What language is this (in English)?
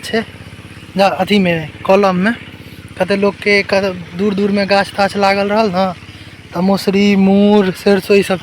Maithili